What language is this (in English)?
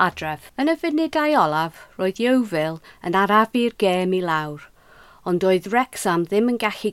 Welsh